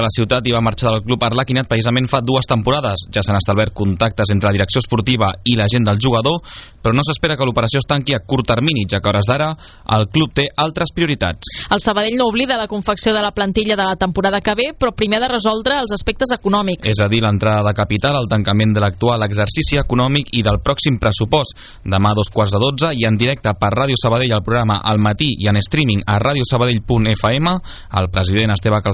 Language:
Catalan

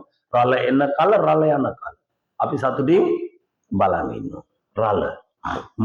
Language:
Sinhala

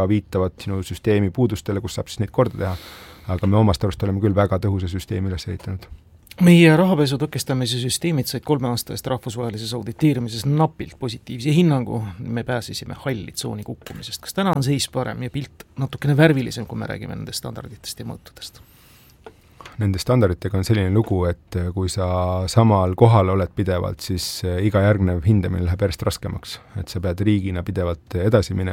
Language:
Estonian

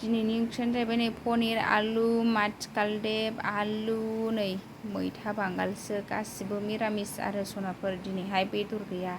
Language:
Bodo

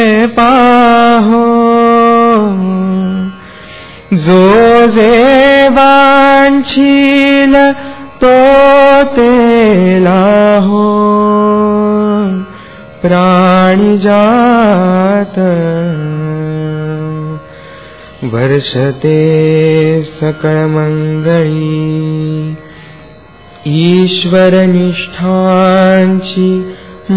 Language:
Marathi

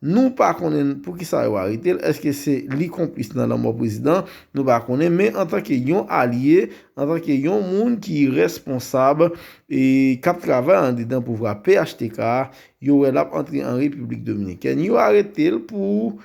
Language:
Haitian Creole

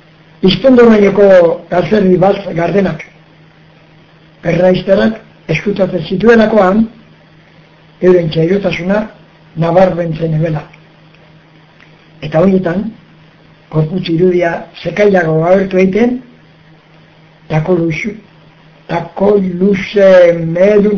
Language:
Basque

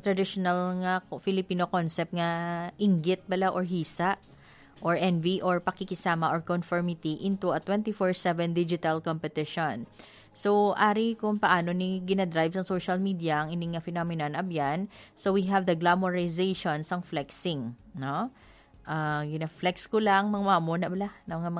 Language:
Hiligaynon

